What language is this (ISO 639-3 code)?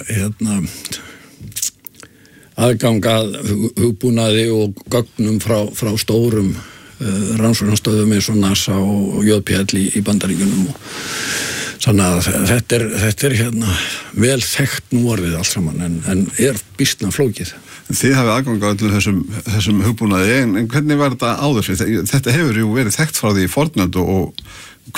isl